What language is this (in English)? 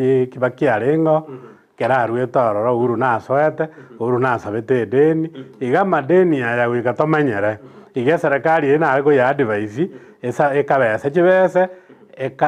Gusii